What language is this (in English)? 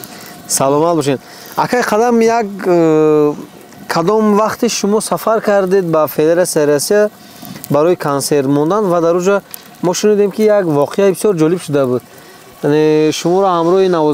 Tajik